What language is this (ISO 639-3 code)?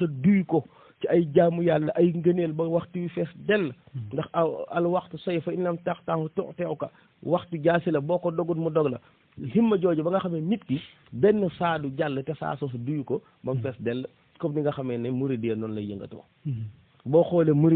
wol